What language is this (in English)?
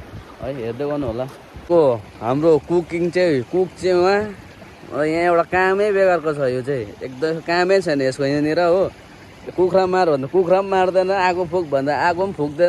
Nepali